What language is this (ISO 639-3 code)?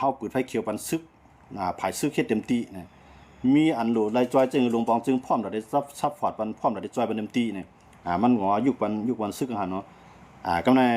shn